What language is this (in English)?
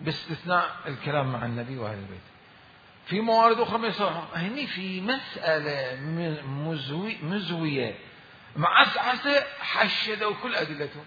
Mesopotamian Arabic